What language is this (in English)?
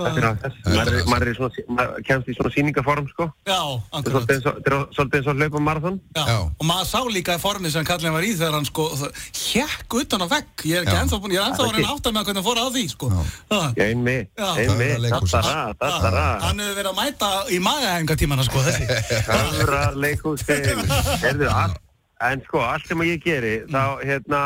Icelandic